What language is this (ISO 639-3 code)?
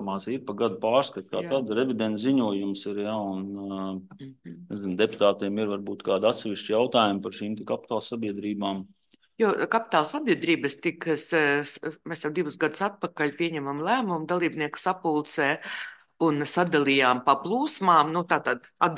lav